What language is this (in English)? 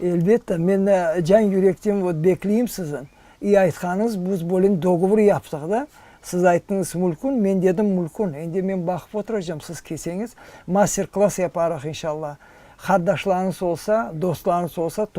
Crimean Tatar